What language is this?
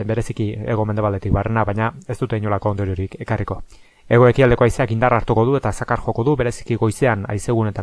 Basque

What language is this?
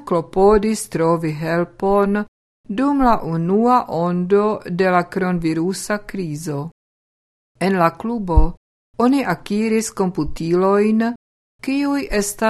Esperanto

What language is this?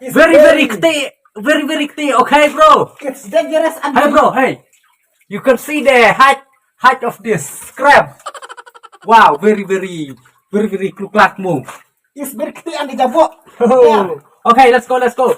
Khasi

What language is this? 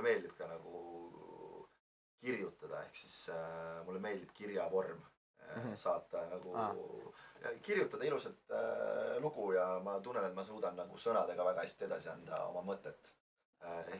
Estonian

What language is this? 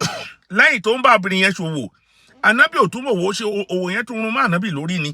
Yoruba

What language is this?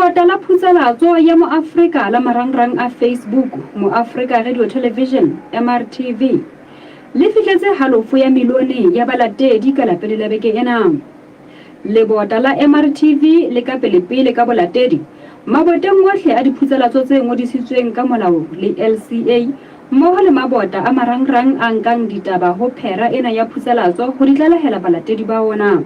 Southern Sotho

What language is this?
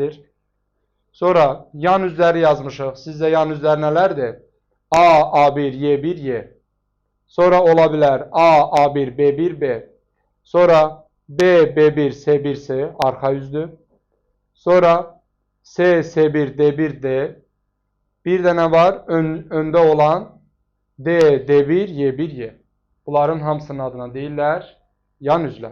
Azerbaijani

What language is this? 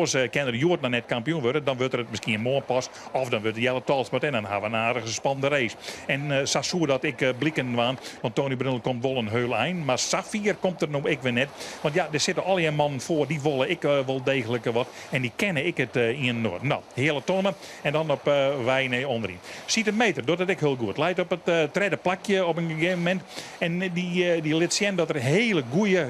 Western Frisian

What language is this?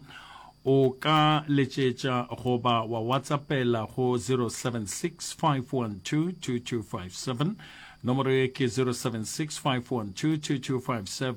Northern Sotho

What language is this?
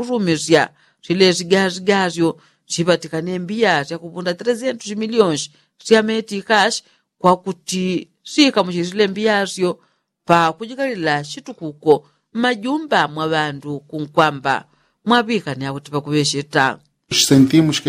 Yao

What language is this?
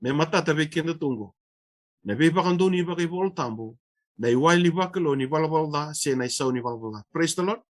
Fijian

